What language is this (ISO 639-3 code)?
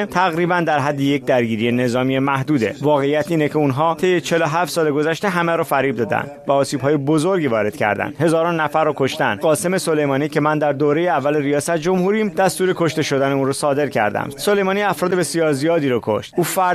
fas